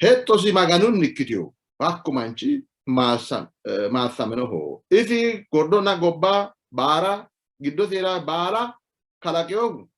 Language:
Sidamo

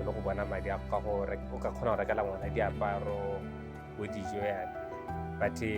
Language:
Tswana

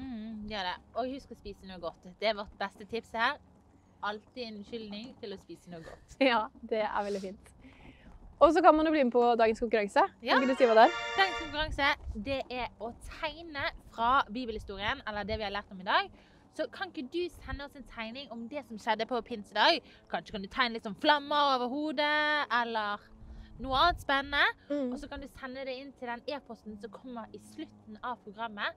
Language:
Norwegian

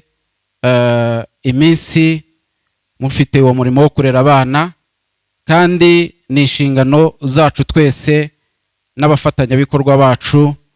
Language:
Kinyarwanda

